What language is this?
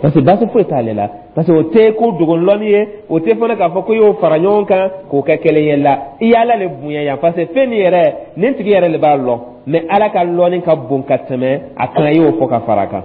Dyula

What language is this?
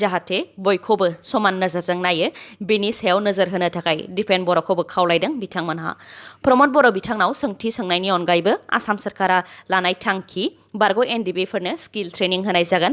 Bodo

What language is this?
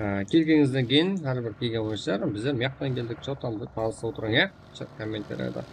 Kara-Kalpak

